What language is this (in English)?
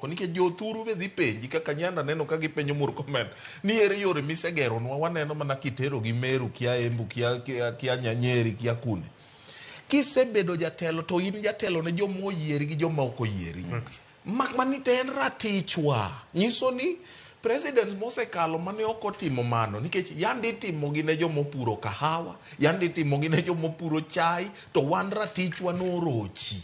Luo (Kenya and Tanzania)